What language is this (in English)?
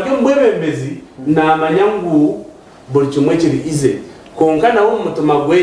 Nyankole